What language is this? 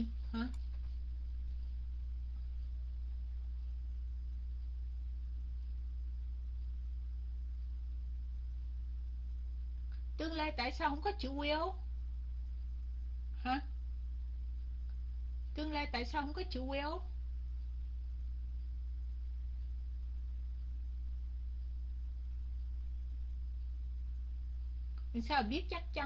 Vietnamese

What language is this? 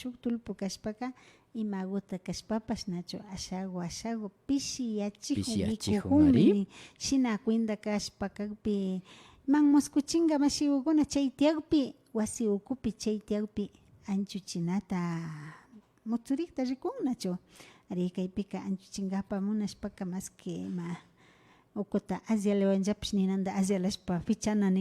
Imbabura Highland Quichua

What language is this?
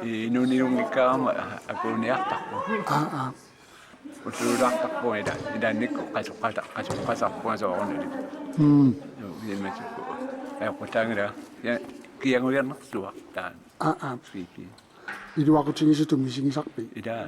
Kalaallisut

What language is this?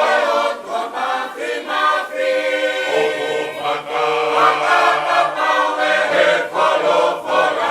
Tongan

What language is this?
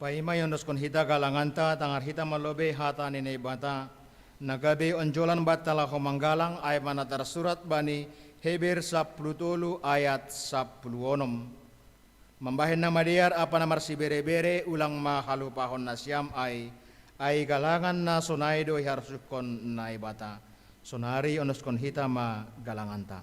Batak Simalungun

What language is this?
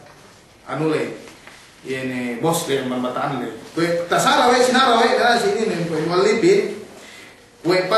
Yakan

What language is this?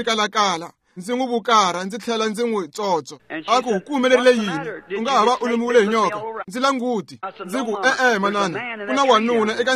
Tsonga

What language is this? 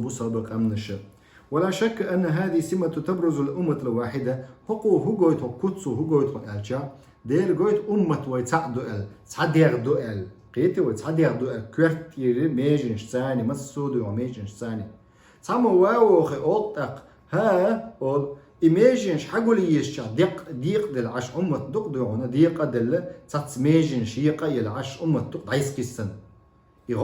Chechen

